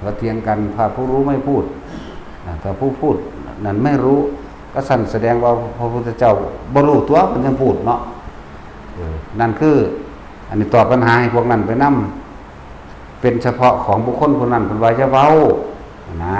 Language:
Northeastern Thai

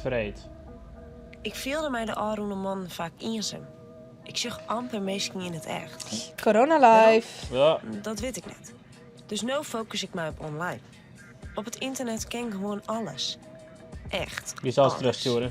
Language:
Western Frisian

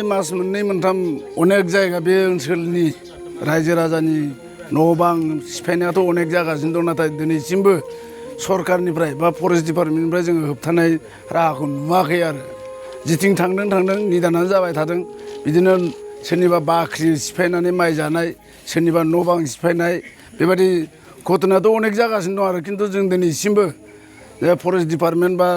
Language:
Bodo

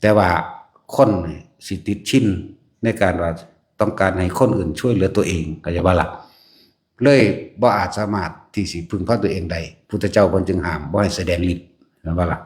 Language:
Northeastern Thai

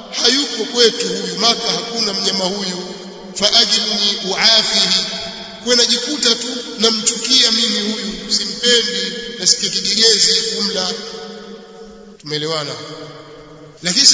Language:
Swahili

